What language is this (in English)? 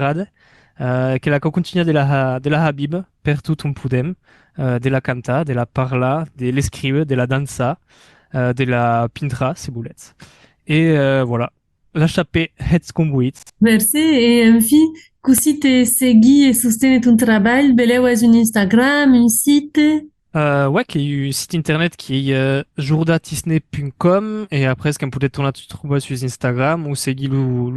Occitan